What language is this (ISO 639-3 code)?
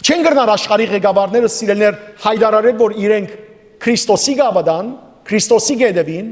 hyw